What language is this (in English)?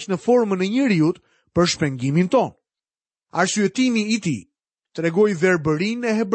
Albanian